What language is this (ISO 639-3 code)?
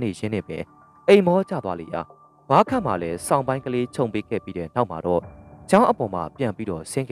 mya